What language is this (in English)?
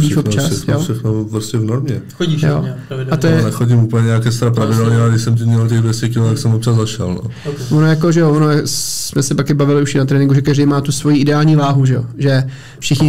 Czech